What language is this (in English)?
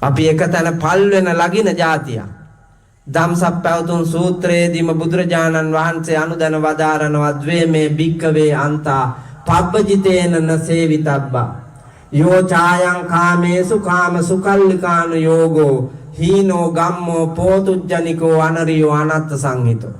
Sinhala